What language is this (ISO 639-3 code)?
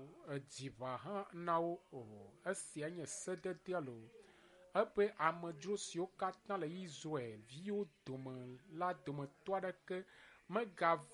ewe